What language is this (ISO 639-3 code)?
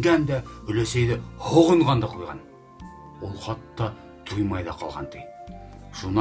bak